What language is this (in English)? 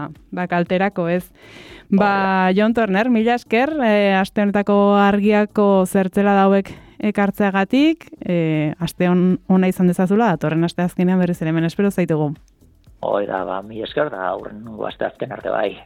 Basque